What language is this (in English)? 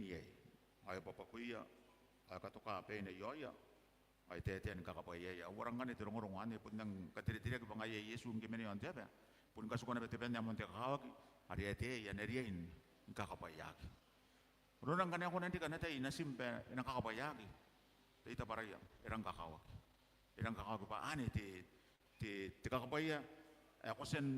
Gilbertese